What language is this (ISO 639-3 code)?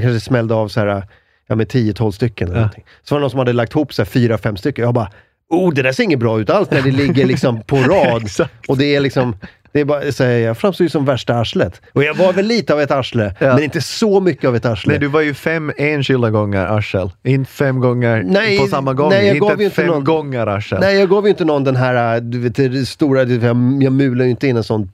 swe